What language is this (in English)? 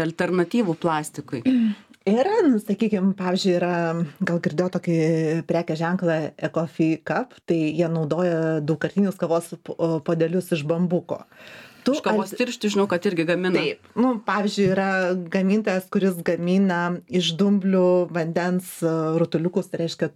Lithuanian